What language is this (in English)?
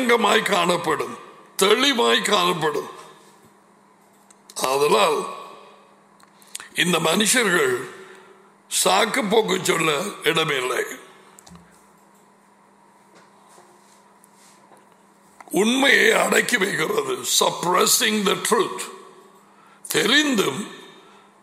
Tamil